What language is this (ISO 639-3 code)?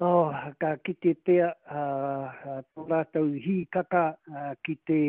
mri